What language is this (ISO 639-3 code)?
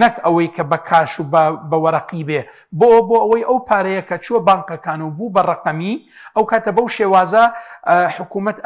ckb